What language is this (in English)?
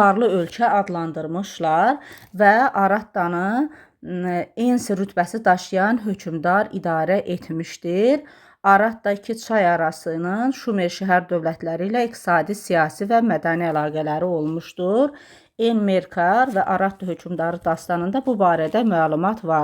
Azerbaijani